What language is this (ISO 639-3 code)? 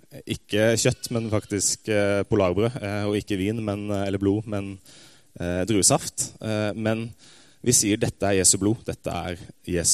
nor